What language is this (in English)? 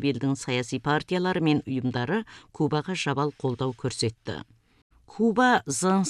Kazakh